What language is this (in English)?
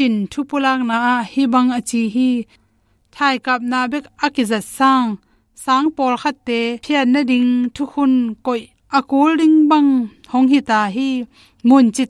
Tedim Chin